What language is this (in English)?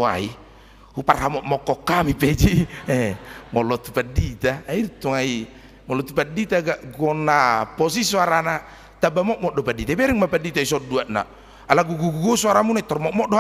Batak Toba